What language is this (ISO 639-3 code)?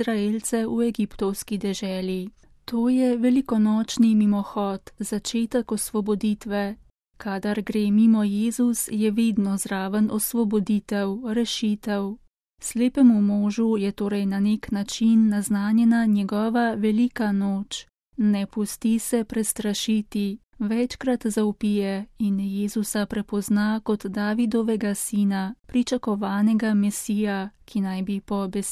slv